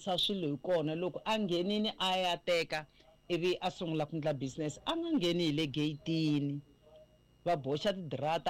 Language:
Tsonga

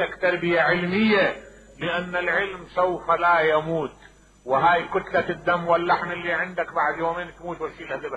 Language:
Mesopotamian Arabic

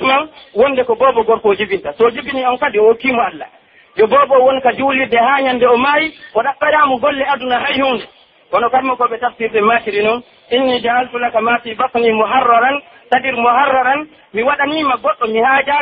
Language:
Pular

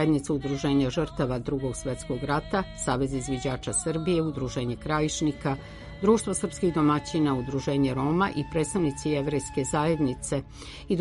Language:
Serbian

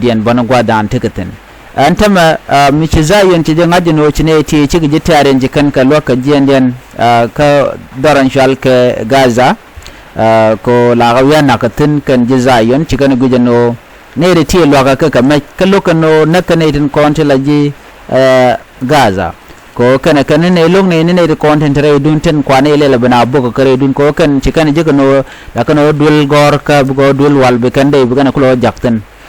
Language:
Nuer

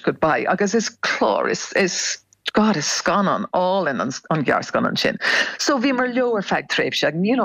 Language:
Irish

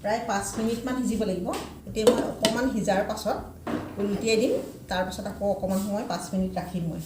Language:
Assamese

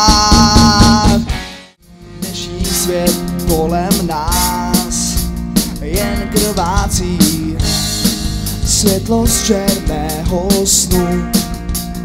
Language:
Czech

